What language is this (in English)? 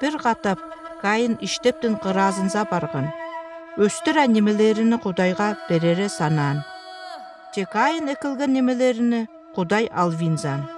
Northern Altai